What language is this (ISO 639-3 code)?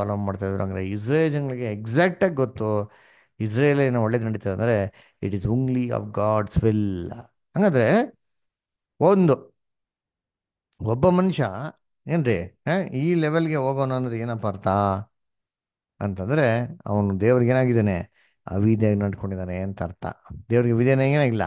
kan